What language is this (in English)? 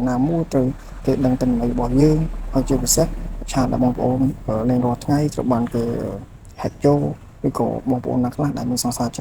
Khmer